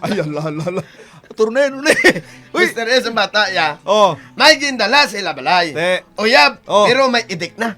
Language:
Hiligaynon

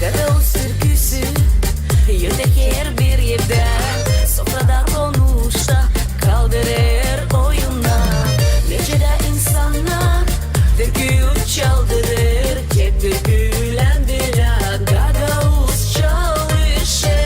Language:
Gagauz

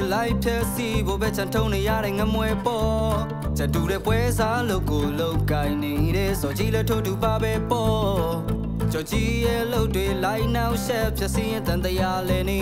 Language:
Burmese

